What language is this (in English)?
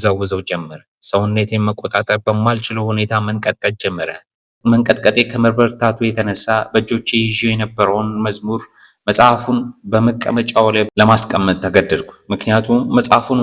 Amharic